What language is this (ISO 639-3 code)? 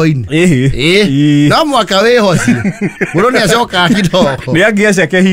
kik